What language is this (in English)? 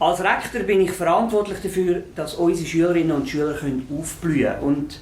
Swiss German